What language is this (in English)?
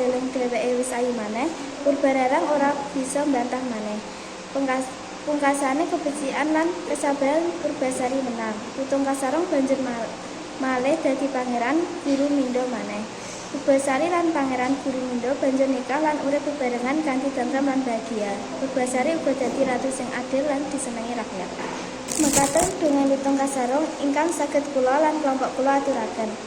Javanese